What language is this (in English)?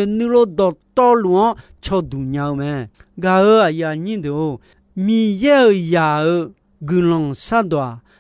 Akha